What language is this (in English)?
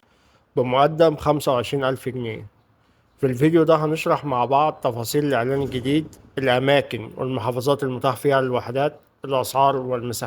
Egyptian Arabic